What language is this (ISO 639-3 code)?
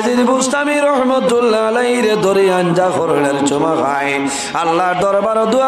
syl